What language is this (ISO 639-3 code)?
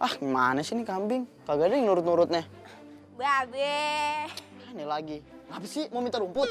bew